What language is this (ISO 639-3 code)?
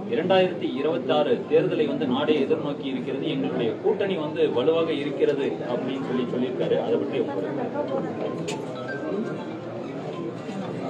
tam